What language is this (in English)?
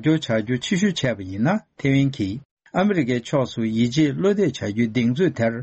Tibetan